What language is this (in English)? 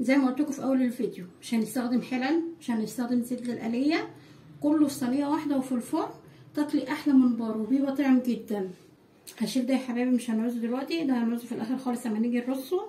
Egyptian Arabic